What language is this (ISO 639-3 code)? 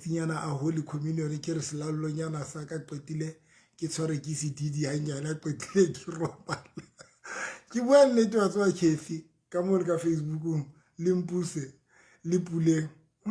sot